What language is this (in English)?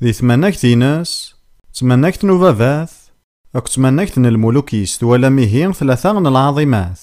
Kabyle